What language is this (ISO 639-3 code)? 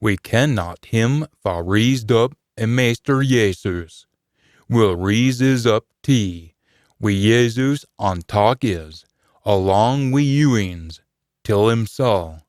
sco